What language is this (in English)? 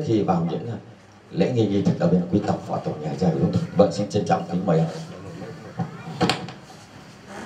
Vietnamese